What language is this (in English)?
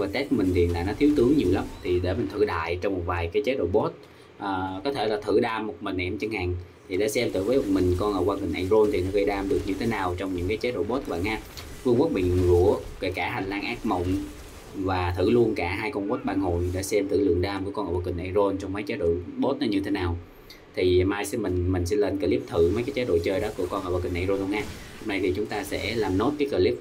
Vietnamese